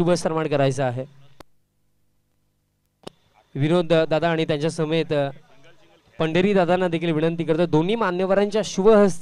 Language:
Marathi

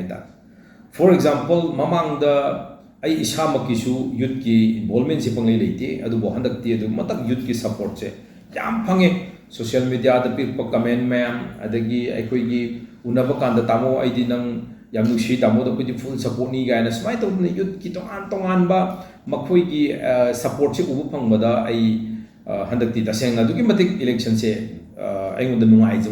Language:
Manipuri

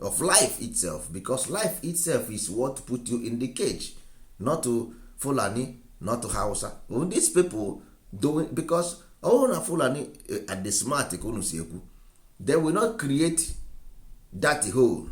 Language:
Igbo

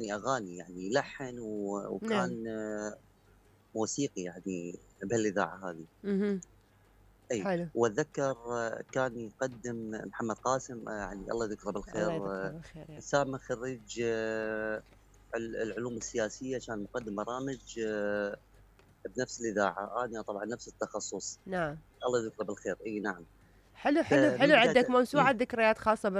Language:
Mesopotamian Arabic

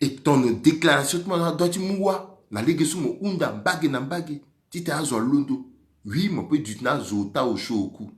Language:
Sango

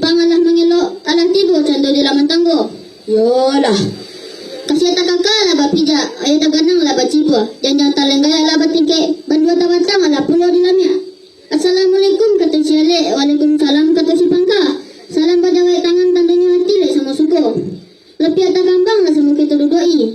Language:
Minangkabau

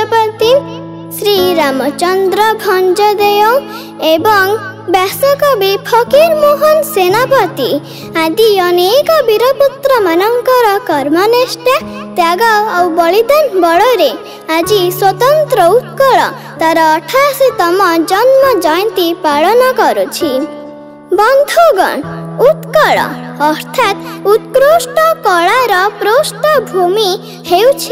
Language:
Odia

